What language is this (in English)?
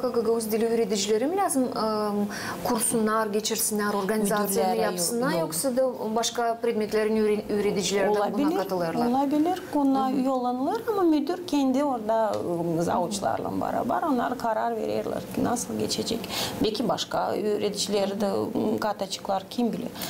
Gagauz